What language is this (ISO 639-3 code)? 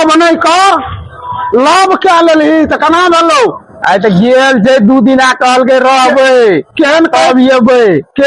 mai